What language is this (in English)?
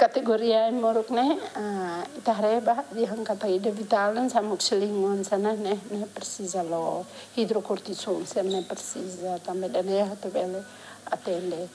Tetum